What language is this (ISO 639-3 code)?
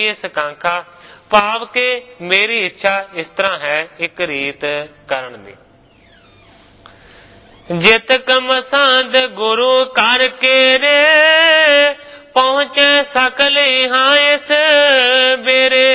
pan